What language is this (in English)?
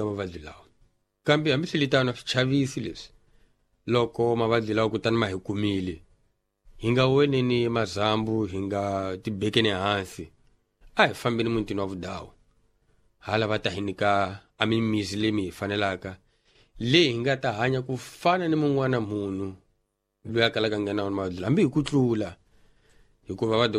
Tsonga